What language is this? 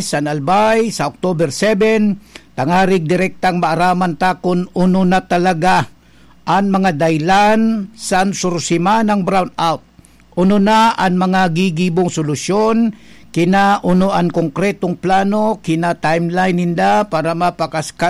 Bikol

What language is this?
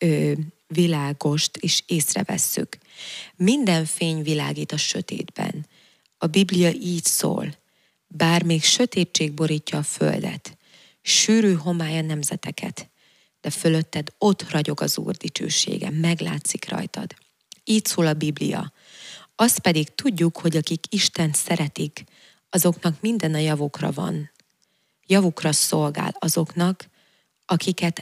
Hungarian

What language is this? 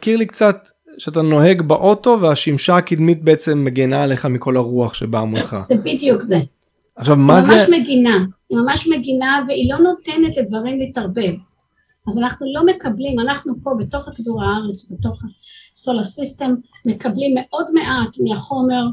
Hebrew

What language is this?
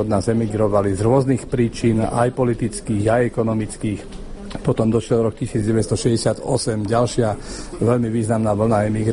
Slovak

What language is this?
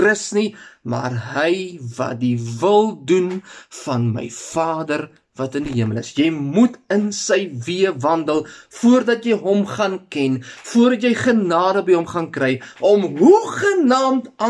Afrikaans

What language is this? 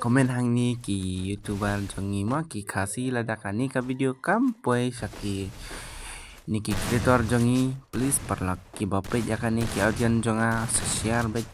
Khasi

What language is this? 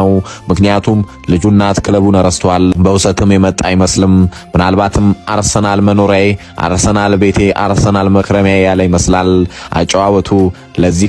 Amharic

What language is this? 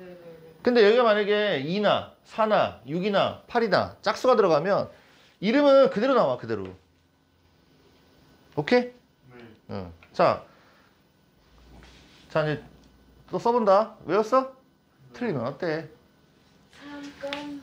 Korean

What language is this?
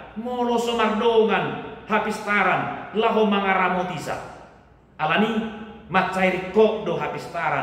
Batak Toba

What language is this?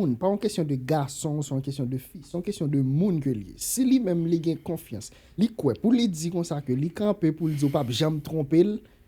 Haitian Creole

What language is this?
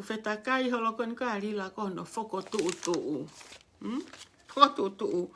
Tongan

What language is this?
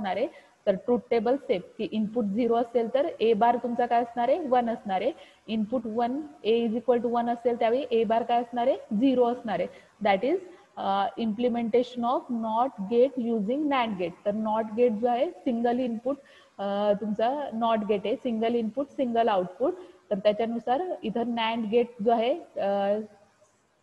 Marathi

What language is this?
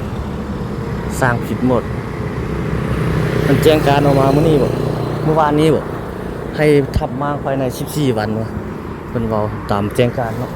Lao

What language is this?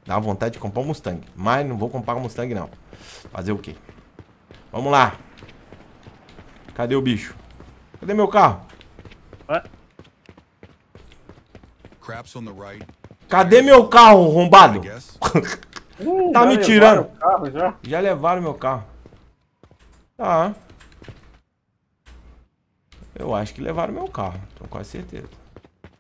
Portuguese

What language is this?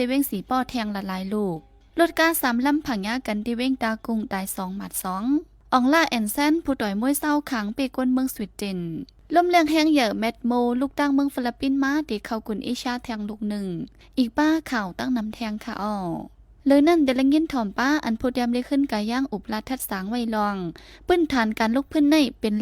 Shan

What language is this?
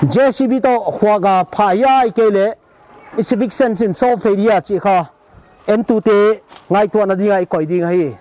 Paite Chin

